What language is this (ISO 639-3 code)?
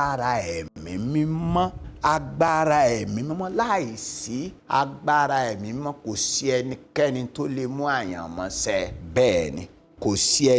yor